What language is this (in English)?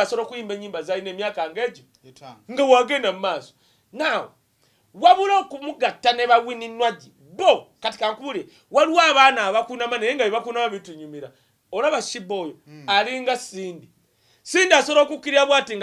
Ganda